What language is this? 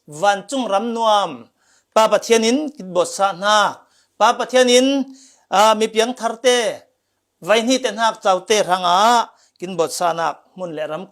Falam Chin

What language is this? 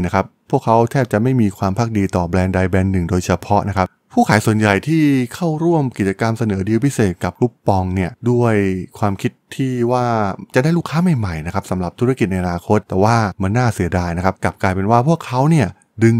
Thai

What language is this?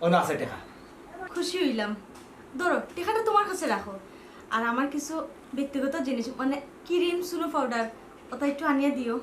Sylheti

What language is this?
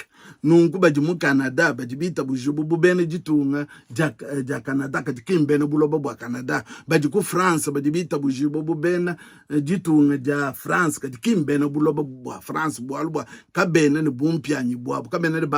Luba-Lulua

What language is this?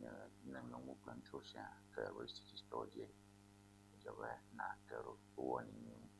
Ewe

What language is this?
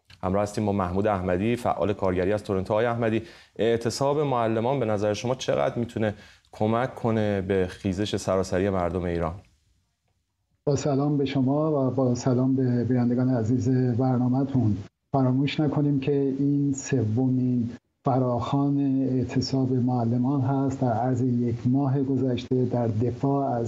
Persian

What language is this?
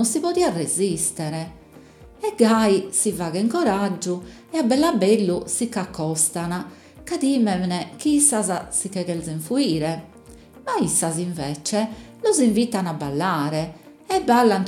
Sardinian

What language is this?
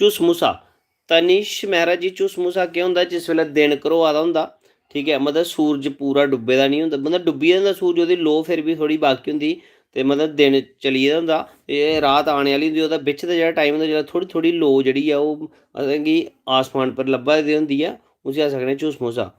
Dogri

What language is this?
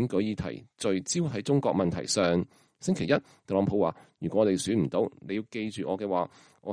Cantonese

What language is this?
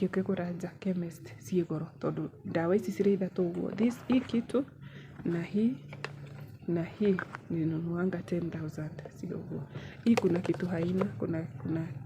Kikuyu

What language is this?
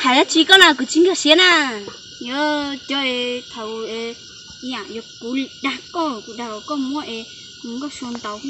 Hmong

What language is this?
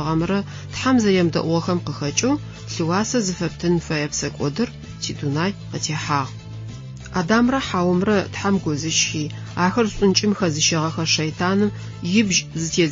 Adyghe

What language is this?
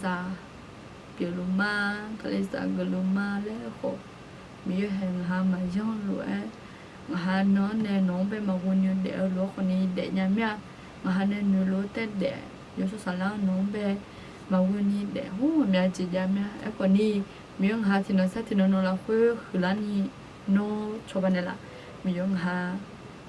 Akha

